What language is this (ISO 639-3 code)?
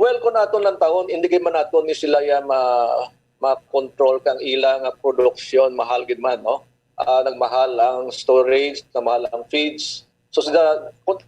hil